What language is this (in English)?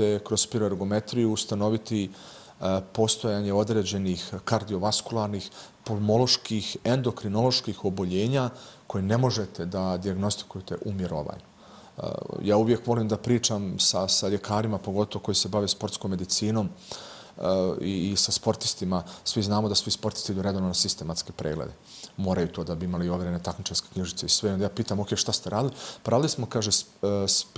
Bosnian